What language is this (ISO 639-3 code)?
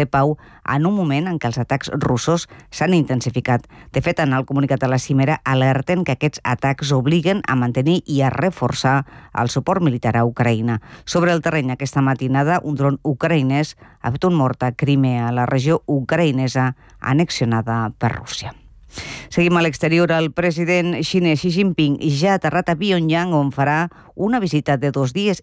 cat